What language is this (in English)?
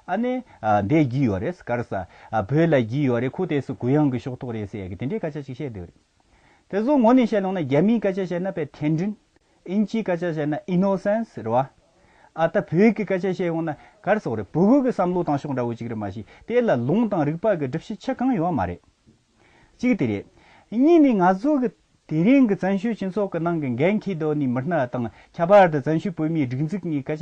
Tibetan